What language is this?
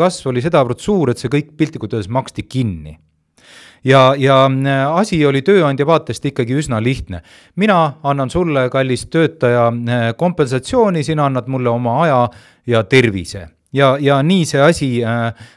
Estonian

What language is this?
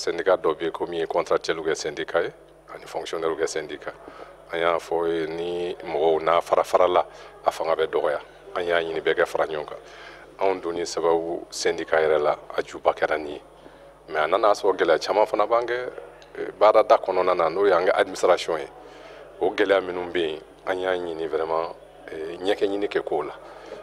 Bambara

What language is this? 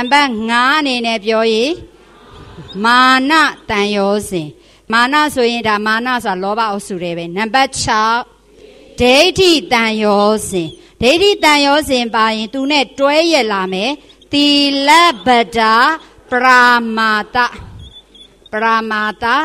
Burmese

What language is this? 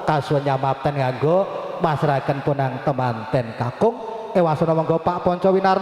Javanese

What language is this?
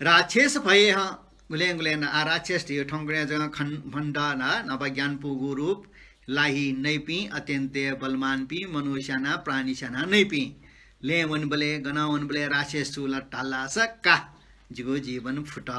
Newari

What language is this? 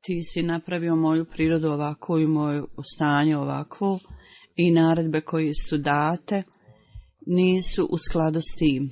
Bosnian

